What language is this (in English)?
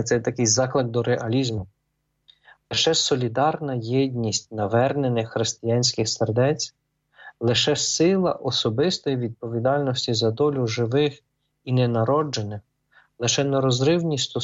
Ukrainian